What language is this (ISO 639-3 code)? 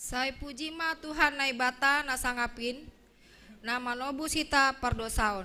bts